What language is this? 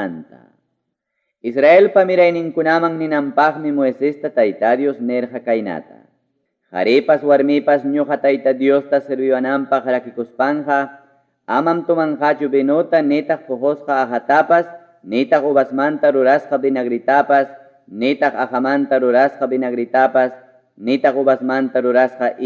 Ayacucho Quechua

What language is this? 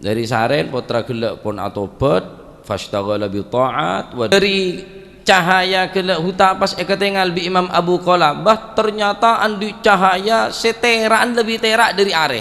Madurese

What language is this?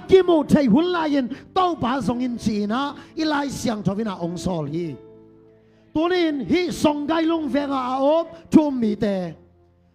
Tedim Chin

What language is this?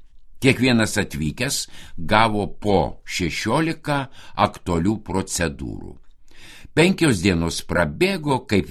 Lithuanian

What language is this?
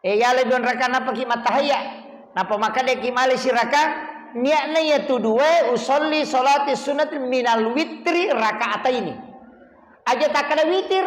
Buginese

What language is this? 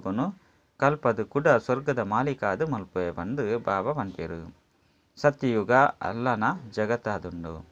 Tulu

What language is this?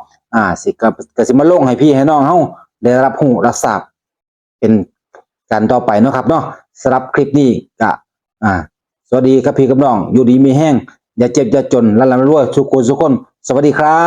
Northeastern Thai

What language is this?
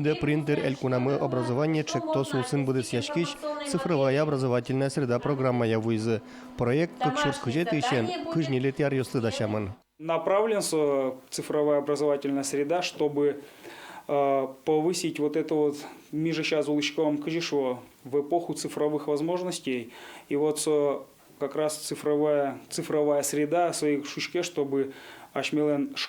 Udmurt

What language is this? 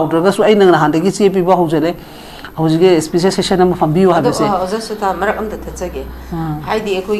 Manipuri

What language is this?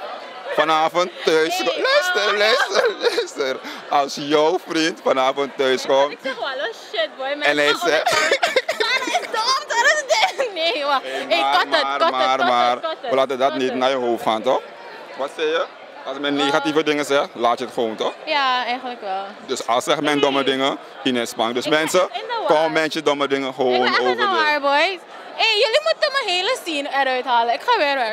Dutch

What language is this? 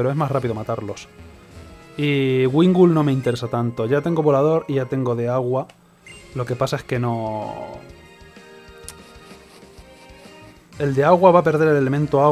Spanish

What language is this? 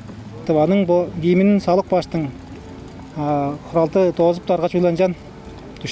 Tuvinian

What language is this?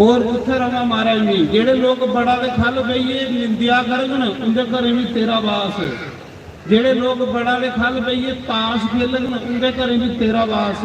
Dogri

